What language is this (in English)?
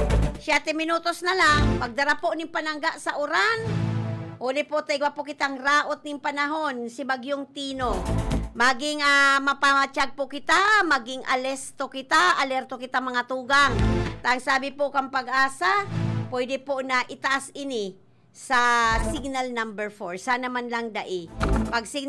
Bikol